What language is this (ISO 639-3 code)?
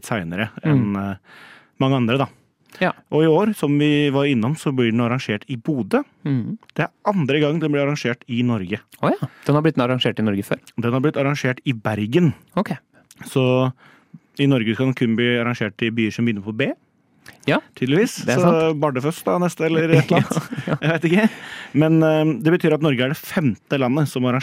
nor